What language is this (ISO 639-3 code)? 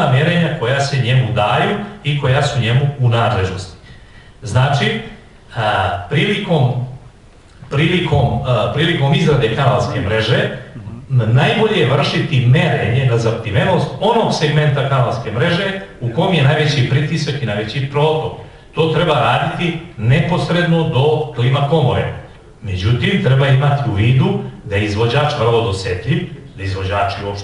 srp